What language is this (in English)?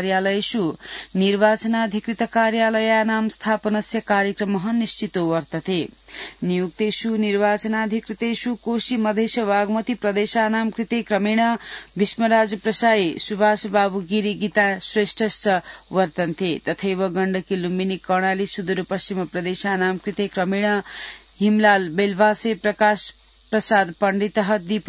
Sanskrit